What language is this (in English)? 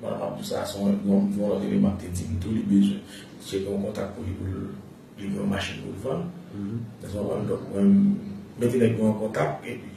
Haitian Creole